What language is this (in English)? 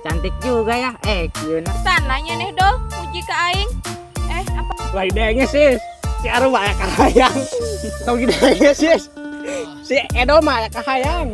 Sundanese